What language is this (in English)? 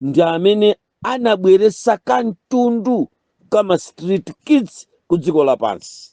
Nyanja